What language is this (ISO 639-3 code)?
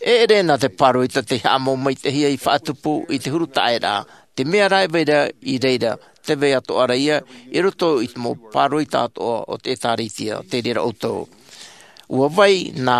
tah